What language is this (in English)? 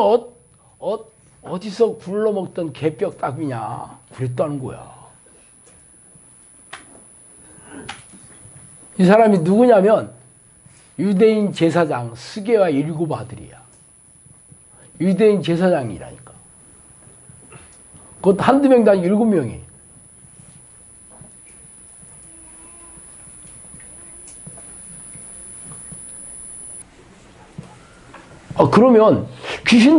Korean